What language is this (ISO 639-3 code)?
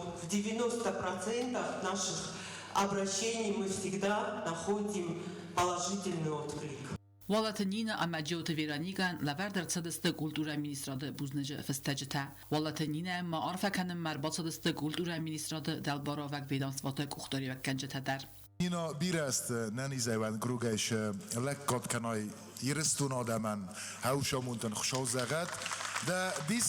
oss